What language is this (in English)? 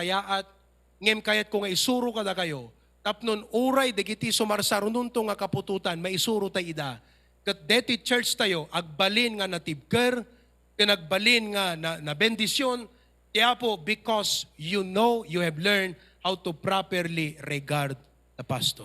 Iloko